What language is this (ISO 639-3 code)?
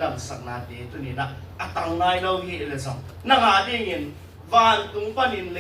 ctd